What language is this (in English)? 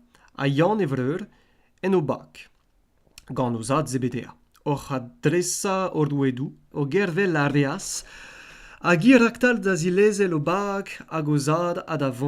Breton